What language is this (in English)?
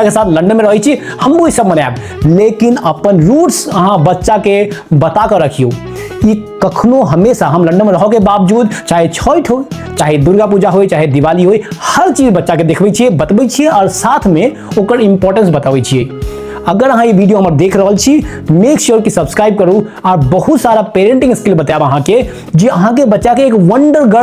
Maithili